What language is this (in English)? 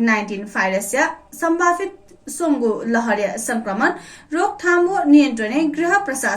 Newari